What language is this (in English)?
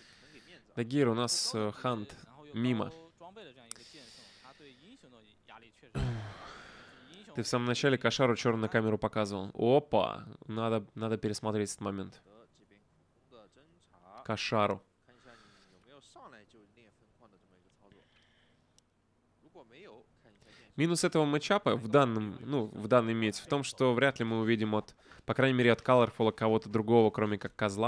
Russian